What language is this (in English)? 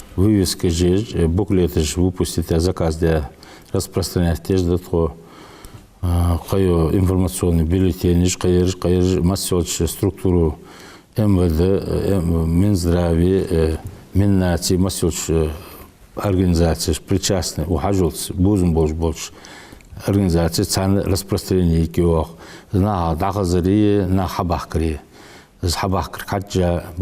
Ingush